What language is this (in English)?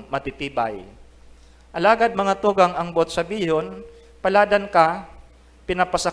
Bikol